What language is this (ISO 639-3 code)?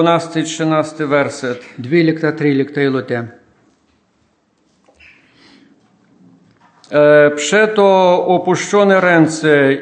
pol